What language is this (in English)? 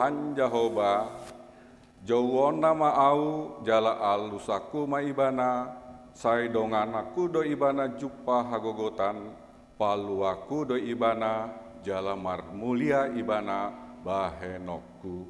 Batak Toba